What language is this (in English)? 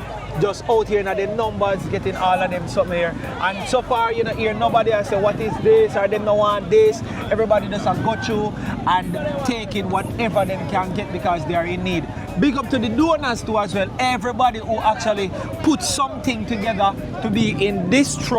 Jamaican Creole English